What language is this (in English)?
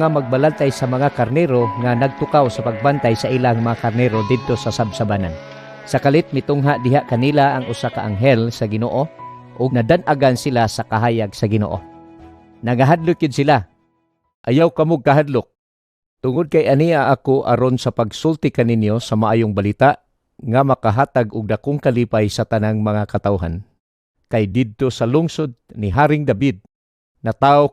Cebuano